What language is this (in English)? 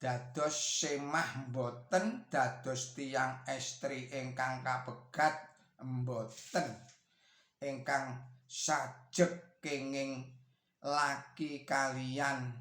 Javanese